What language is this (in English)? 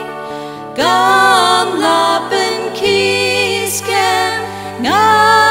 Khasi